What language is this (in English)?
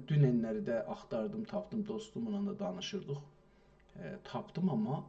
South Azerbaijani